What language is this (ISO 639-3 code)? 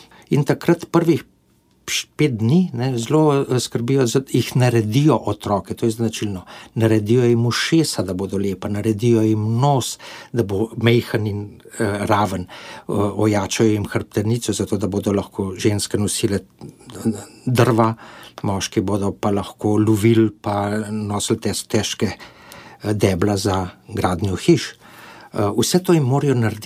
slv